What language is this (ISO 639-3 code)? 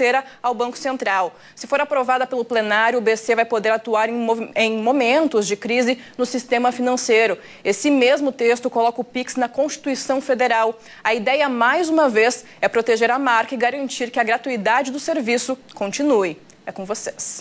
por